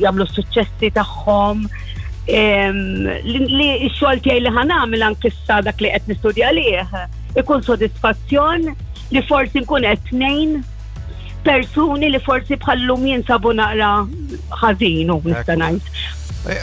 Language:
Maltese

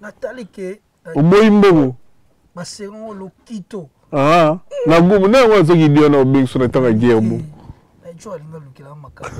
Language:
Lingala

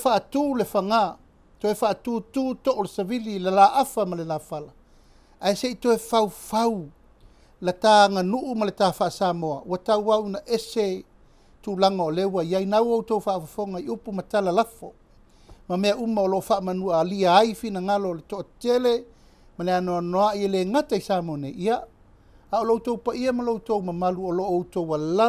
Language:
Samoan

